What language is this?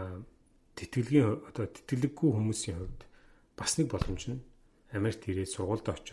Mongolian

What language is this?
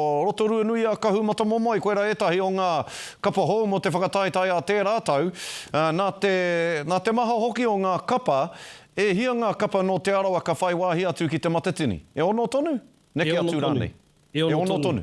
Māori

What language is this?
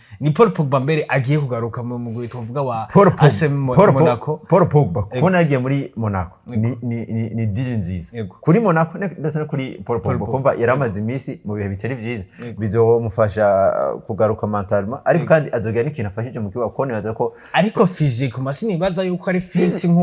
Rundi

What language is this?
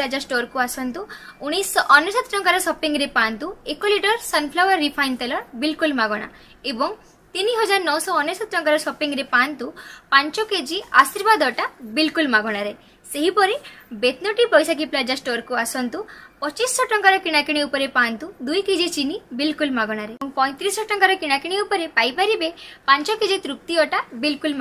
Odia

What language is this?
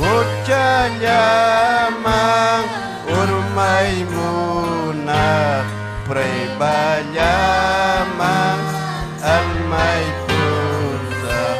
Ayacucho Quechua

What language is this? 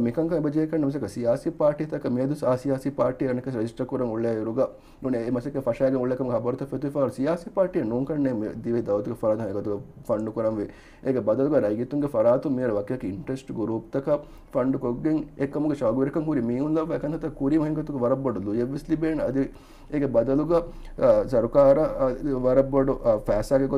Divehi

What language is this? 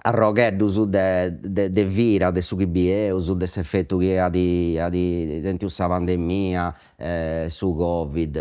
Sardinian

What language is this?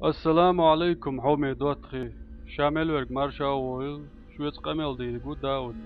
Chechen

